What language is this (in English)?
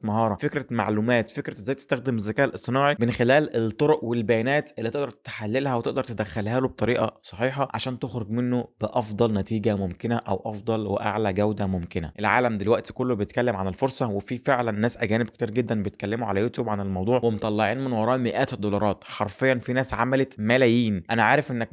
Egyptian Arabic